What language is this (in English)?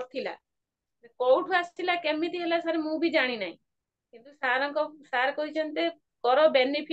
Odia